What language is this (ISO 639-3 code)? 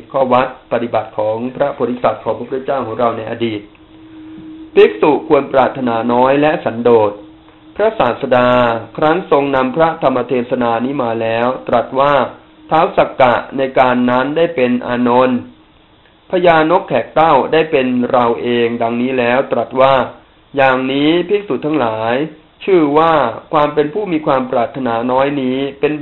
tha